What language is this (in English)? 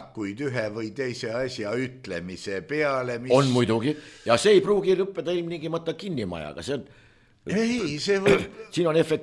Estonian